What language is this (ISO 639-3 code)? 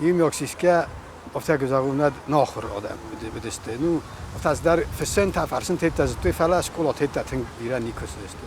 oss